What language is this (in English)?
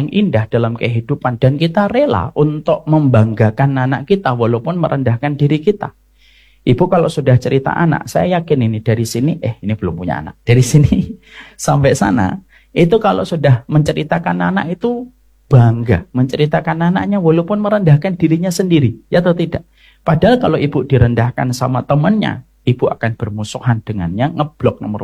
Indonesian